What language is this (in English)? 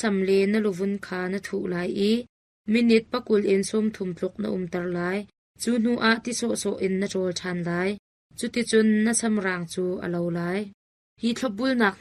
Hakha Chin